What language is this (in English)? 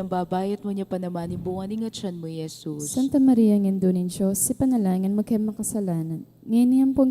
Pampanga